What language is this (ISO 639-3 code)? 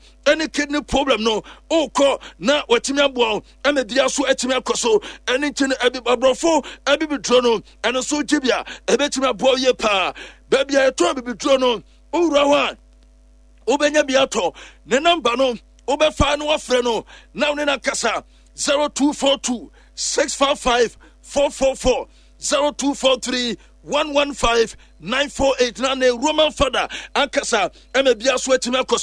aka